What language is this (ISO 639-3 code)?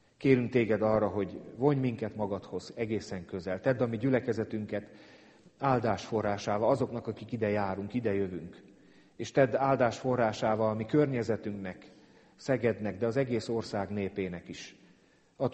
hun